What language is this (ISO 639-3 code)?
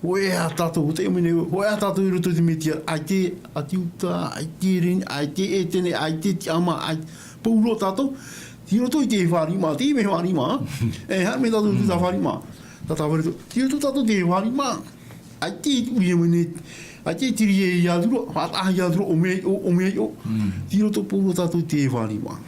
tah